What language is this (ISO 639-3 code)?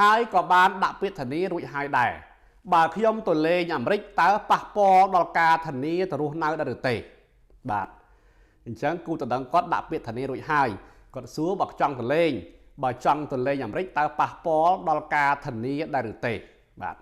khm